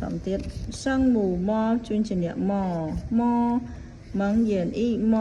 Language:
Khmer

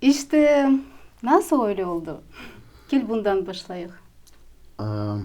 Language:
Crimean Tatar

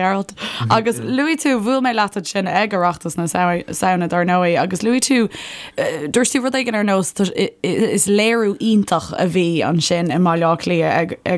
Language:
Irish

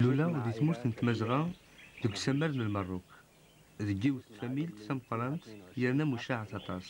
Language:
Kabyle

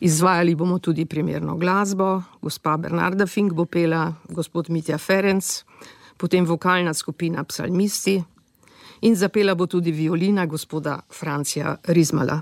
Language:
Slovenian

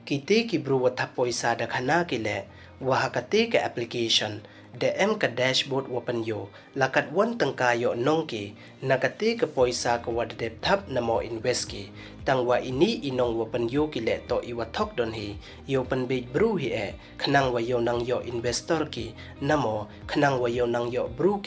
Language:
Pnar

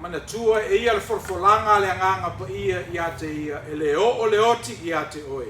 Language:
Samoan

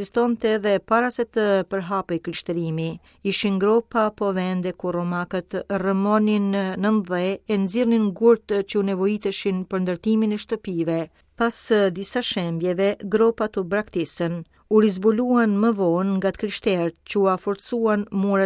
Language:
Albanian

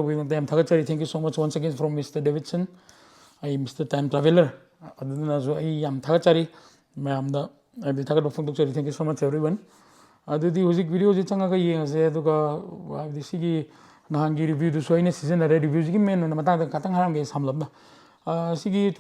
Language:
Manipuri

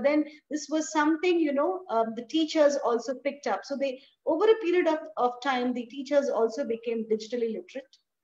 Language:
English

